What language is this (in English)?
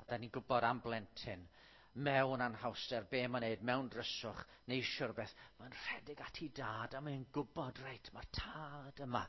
Welsh